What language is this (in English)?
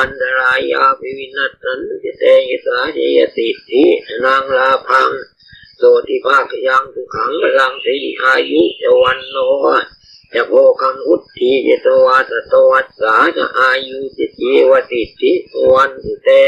Pali